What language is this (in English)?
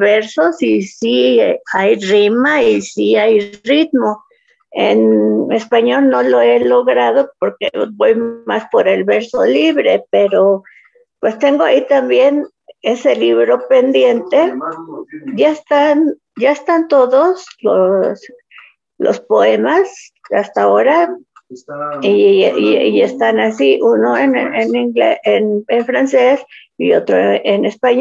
Spanish